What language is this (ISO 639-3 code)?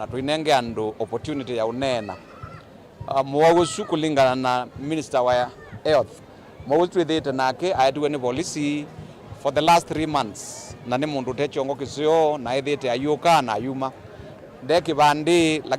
kam